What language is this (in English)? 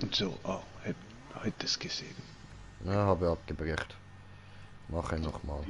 Swiss German